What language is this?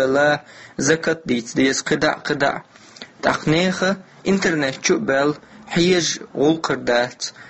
Chechen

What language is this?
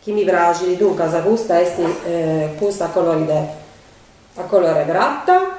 Sardinian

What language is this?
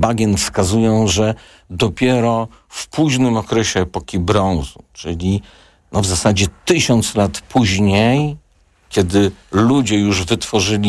Polish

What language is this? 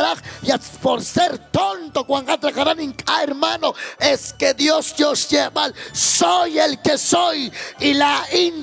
Kekchí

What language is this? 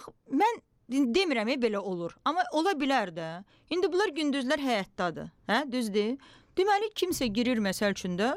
Azerbaijani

